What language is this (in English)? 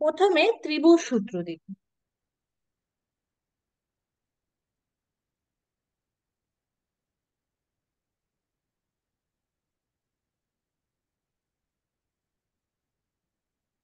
Bangla